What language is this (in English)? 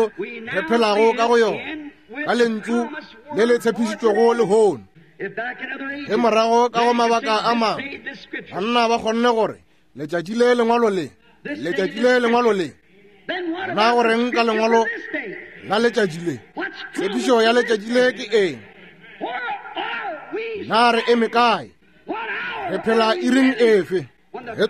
Northern Sotho